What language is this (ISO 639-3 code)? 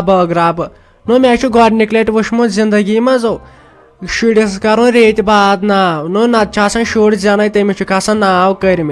kas